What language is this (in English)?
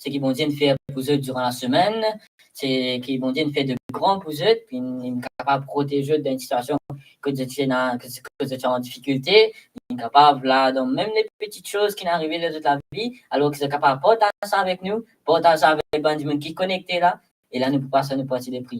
Morisyen